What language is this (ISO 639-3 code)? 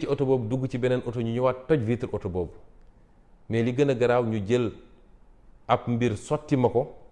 wol